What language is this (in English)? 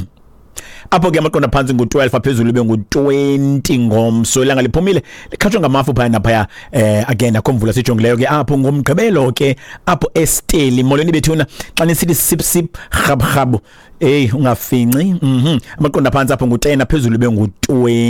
Xhosa